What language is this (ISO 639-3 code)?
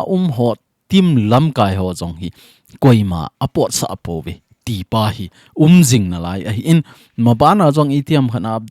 tcz